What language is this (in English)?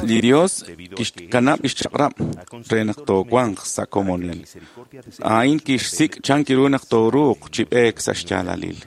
Kekchí